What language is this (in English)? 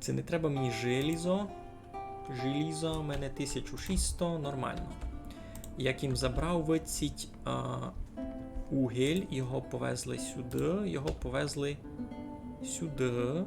Rusyn